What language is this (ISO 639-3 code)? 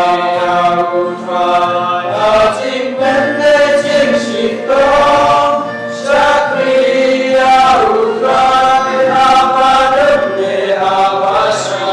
kha